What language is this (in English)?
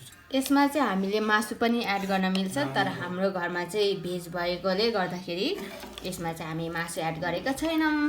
Nepali